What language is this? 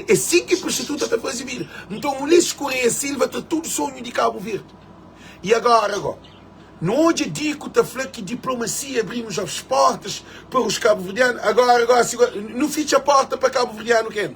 Kabuverdianu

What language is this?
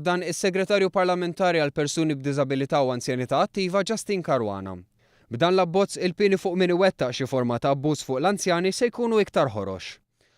Maltese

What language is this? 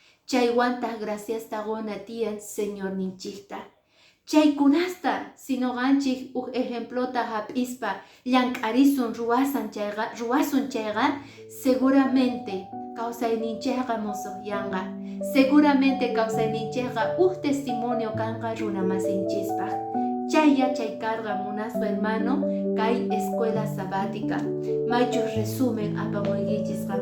Quechua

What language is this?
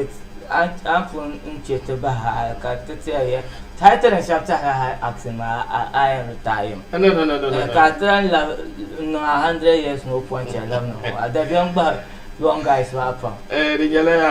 Dagbani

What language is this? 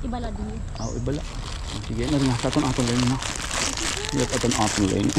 Waray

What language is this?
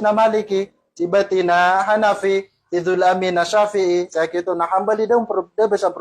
Maranao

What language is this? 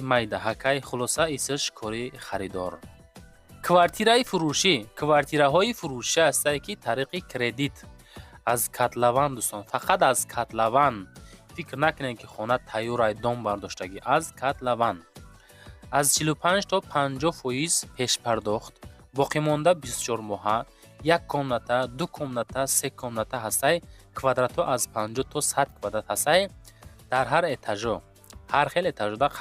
Tajik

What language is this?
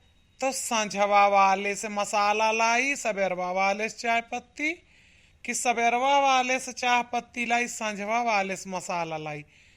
Awadhi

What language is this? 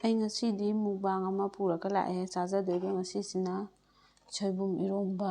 Manipuri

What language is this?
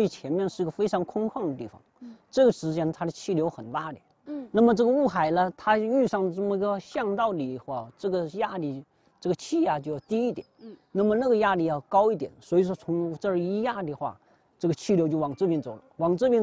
Chinese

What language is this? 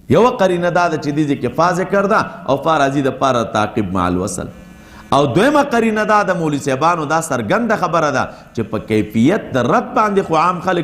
Pashto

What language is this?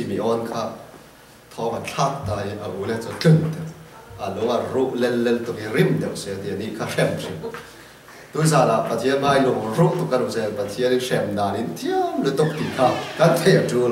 Falam Chin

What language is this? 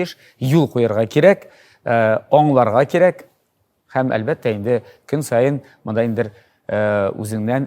Tatar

